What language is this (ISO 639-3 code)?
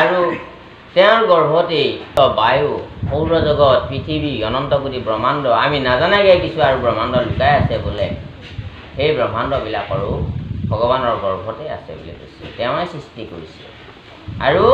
asm